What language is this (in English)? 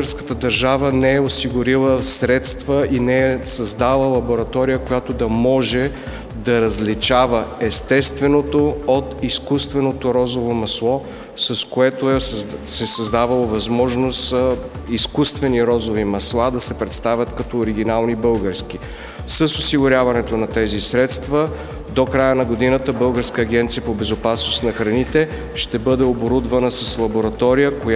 Bulgarian